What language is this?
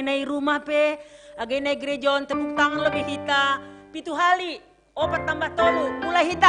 Batak Simalungun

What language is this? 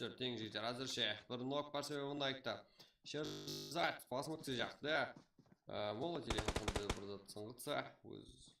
Kara-Kalpak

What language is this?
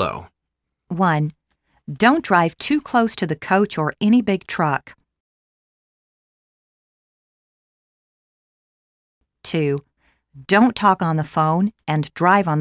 English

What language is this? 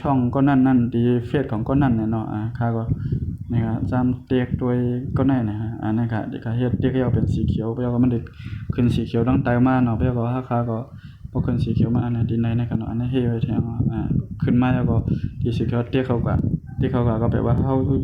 Shan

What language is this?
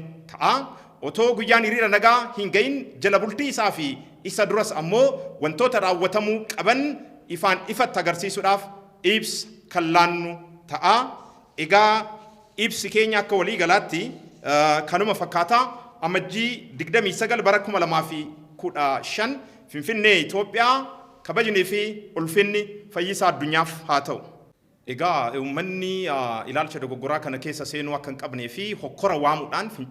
Oromo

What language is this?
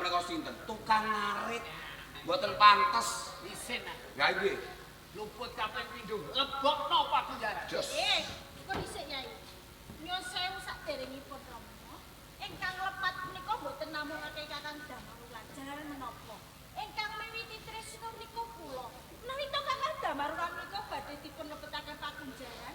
Javanese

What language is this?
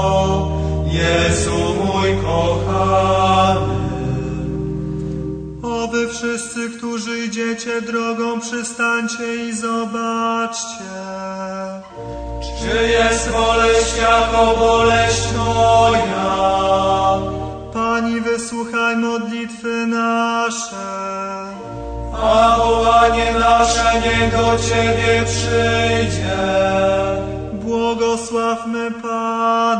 Polish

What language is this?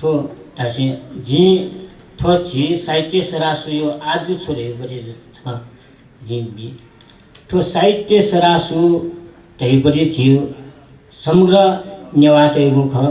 Newari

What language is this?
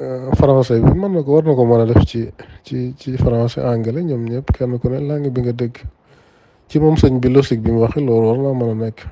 Wolof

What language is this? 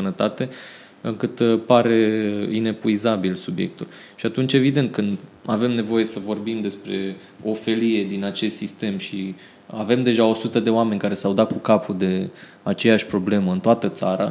Romanian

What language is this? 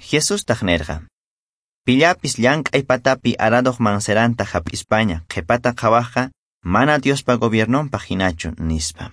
South Bolivian Quechua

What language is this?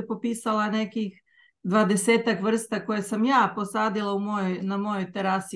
Serbian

